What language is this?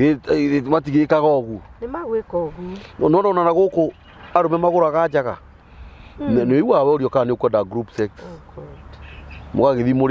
Kikuyu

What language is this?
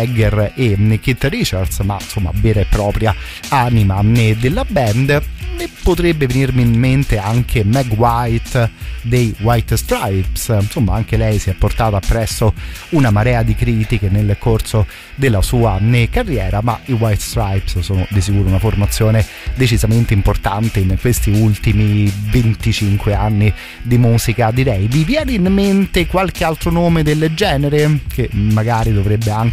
Italian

